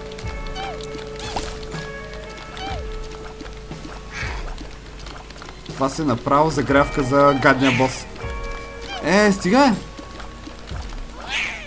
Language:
Bulgarian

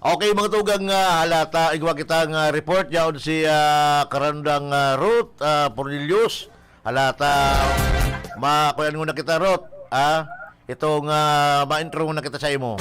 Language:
Bikol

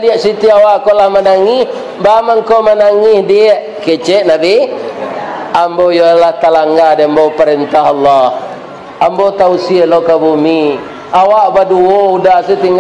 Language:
Minangkabau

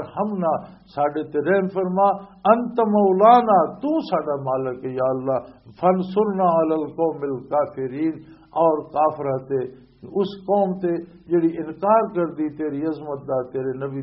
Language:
Western Panjabi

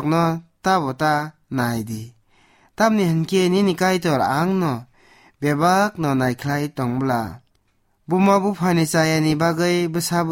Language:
Kok Borok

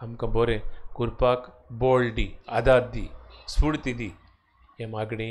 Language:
Konkani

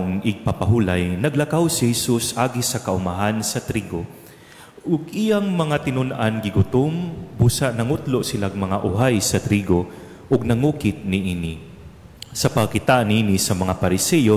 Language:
Cebuano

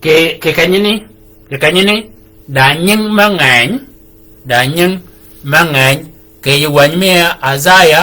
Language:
Shilluk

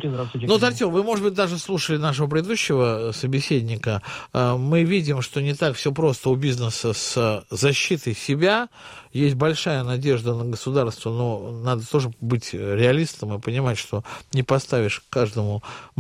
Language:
Russian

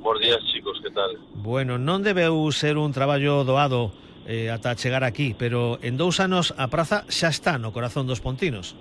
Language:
Galician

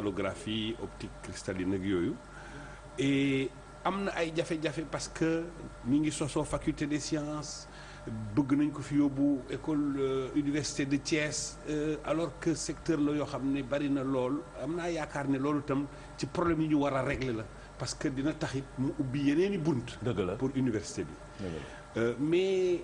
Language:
Wolof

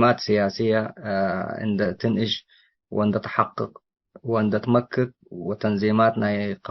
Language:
Tigre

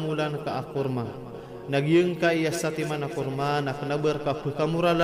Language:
Maranao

